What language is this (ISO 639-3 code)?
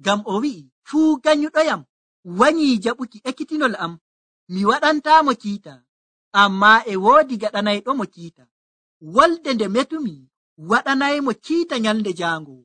fuv